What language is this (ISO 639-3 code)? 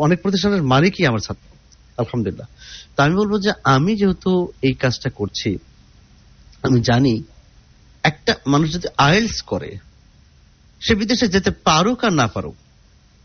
ben